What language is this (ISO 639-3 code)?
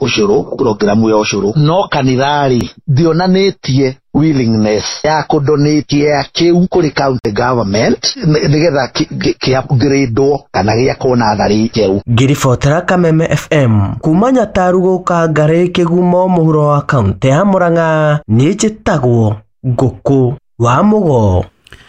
kik